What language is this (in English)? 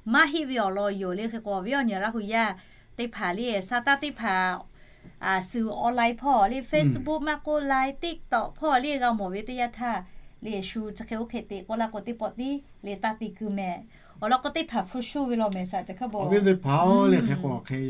Lahu